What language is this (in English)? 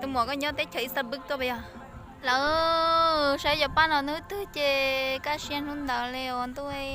Hmong